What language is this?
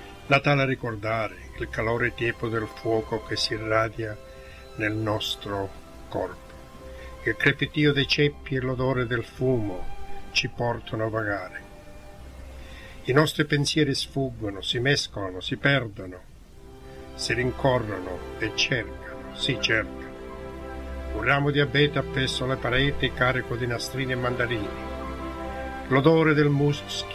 Italian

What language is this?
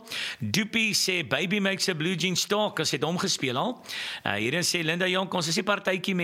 Afrikaans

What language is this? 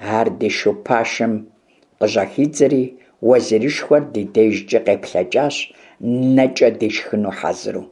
Kabardian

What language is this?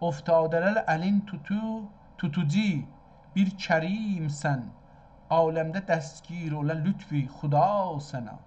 South Azerbaijani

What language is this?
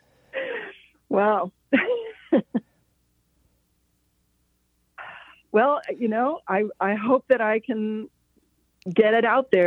English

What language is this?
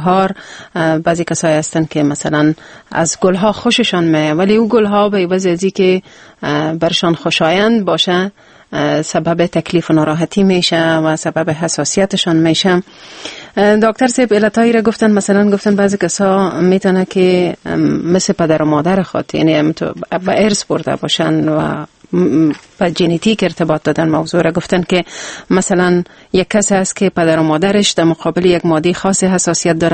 Persian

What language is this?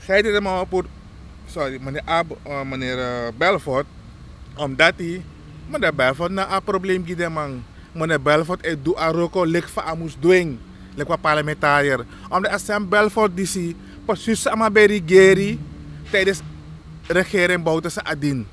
Sranan Tongo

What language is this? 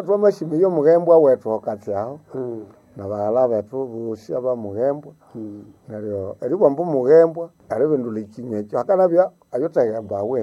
Nande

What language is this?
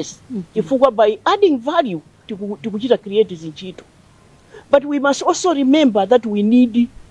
Nyanja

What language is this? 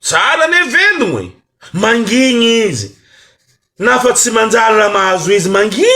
Malagasy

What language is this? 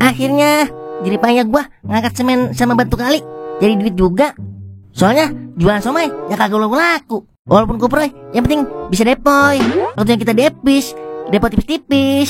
Betawi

